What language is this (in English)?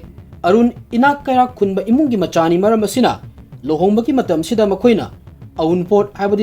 Manipuri